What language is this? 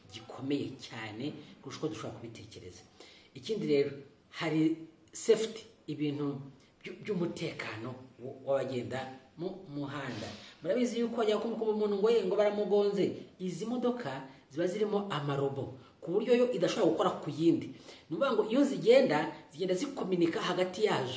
Kinyarwanda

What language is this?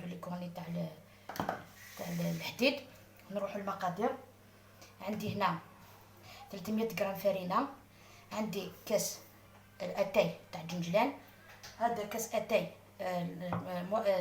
Algerian Arabic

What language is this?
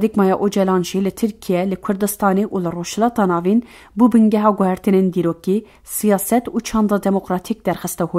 Kurdish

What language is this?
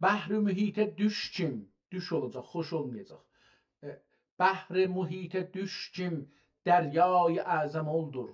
South Azerbaijani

